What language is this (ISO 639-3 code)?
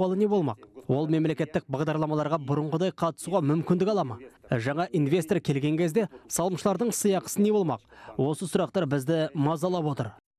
kaz